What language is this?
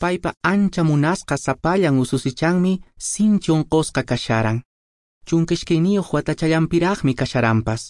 Quechua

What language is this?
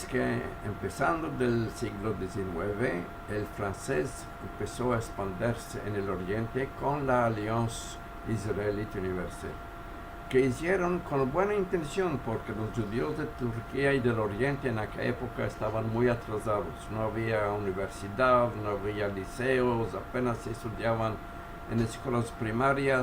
Ladino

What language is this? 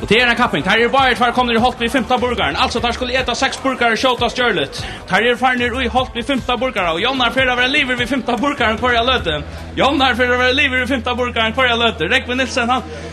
Faroese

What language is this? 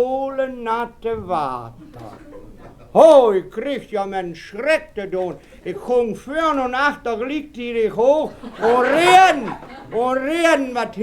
Westphalien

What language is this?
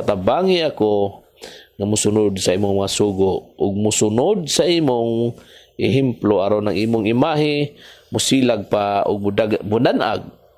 Cebuano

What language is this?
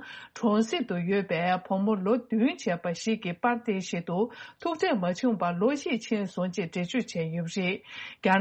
Tibetan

